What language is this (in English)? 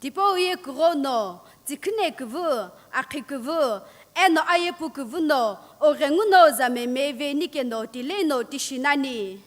Sumi Naga